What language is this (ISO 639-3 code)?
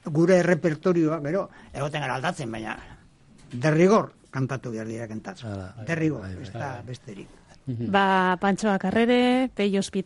eus